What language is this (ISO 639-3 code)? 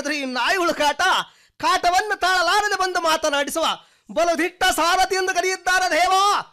kan